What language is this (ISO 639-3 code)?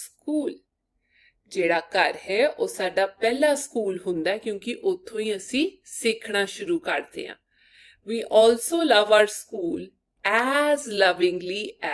pan